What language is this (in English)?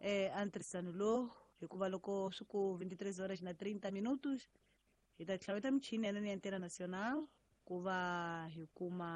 Tsonga